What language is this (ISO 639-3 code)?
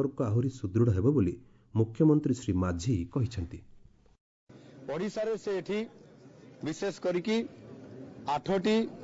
ori